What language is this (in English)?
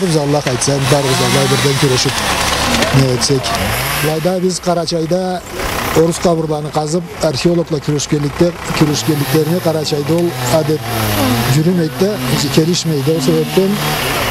Karachay-Balkar